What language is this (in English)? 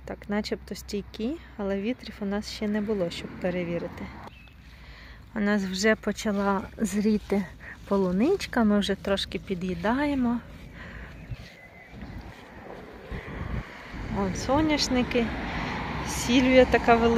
Ukrainian